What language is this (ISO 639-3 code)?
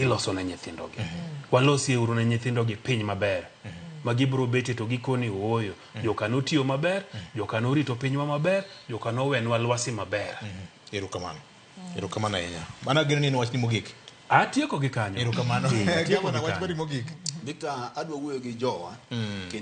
luo